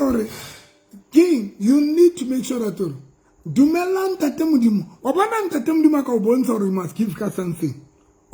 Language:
Southern Sotho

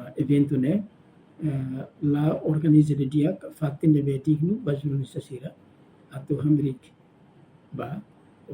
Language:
Tetum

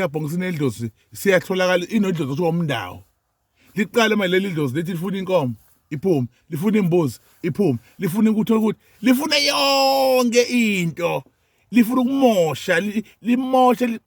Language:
Zulu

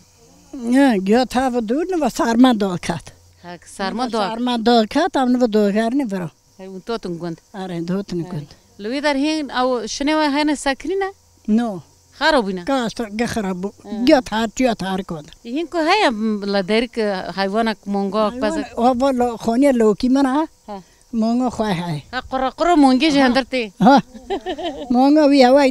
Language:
Kurdish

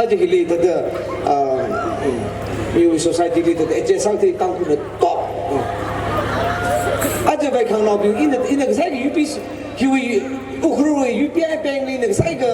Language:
Tangkhul Naga (India)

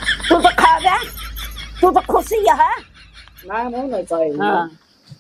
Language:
Awadhi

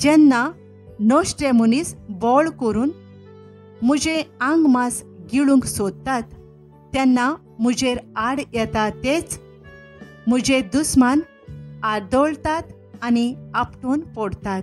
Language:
Konkani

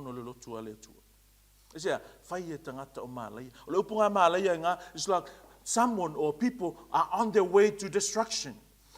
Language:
Samoan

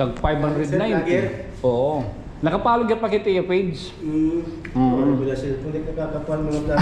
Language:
Waray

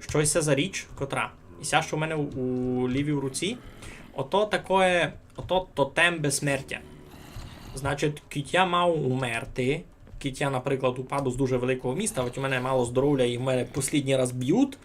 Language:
Rusyn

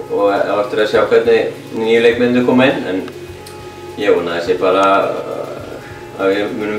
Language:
Icelandic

